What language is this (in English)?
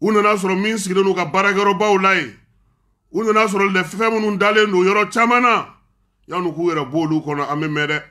Bambara